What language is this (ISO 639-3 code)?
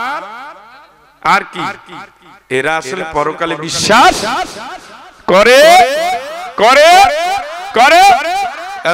ben